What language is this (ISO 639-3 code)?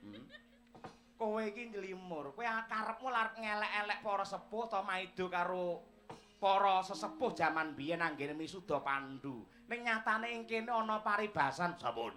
jav